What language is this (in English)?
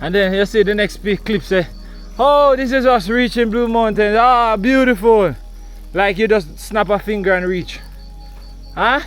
Jamaican Creole English